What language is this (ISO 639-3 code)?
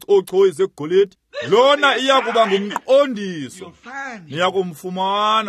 xho